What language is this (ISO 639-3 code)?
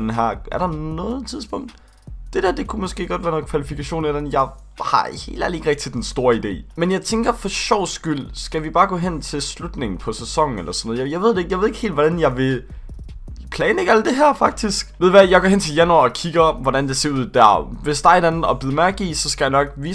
dan